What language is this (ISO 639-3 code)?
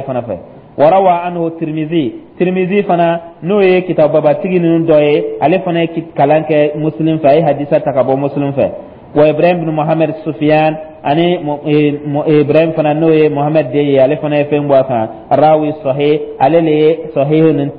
dyu